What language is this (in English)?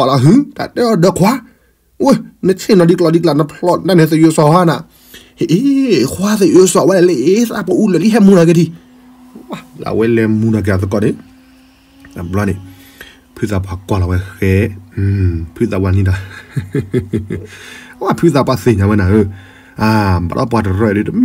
S'gaw Karen